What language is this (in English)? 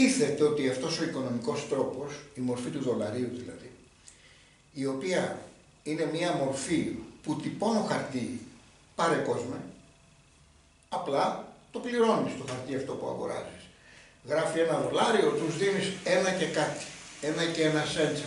Greek